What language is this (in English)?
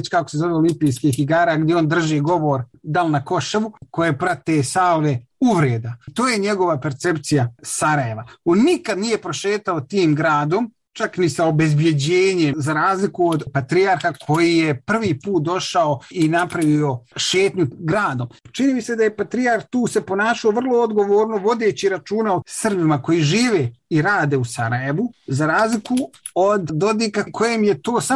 Bosnian